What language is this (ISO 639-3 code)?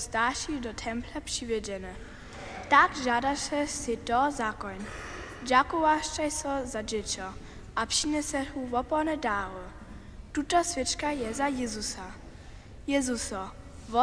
hsb